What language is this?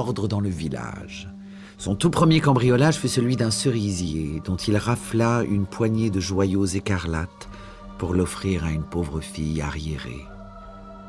French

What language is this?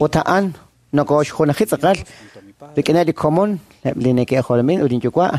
Kekchí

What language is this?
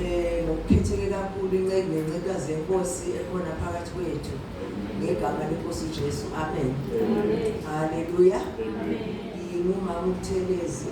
Zulu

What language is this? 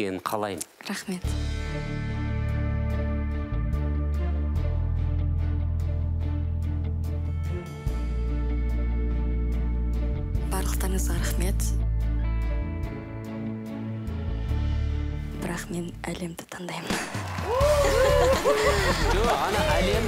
Kazakh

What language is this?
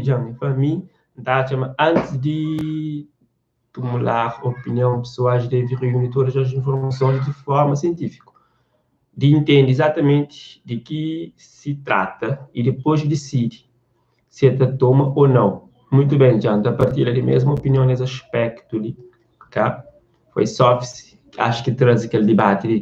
Kabuverdianu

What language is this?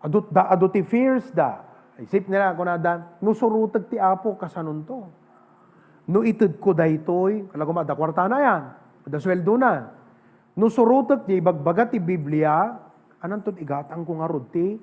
Iloko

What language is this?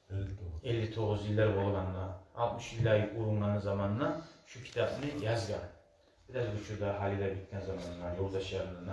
Kumyk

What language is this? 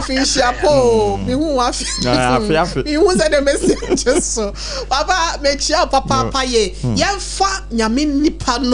Akan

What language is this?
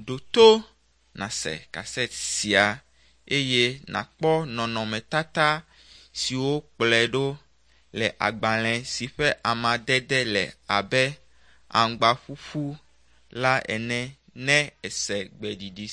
Ewe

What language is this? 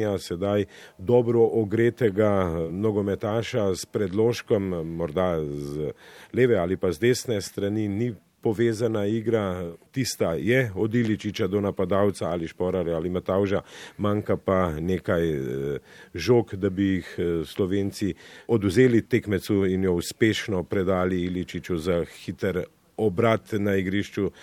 Slovenian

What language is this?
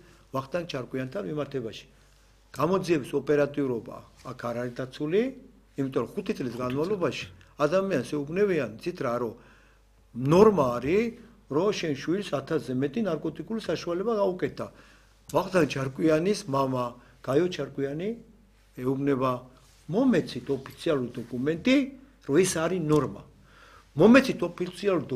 Georgian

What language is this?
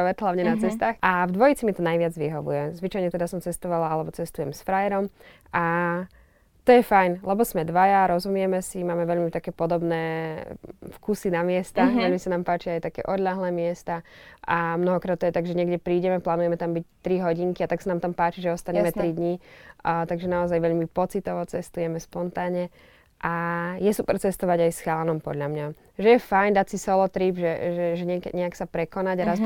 Slovak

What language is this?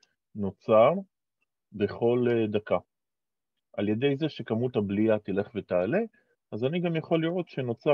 Hebrew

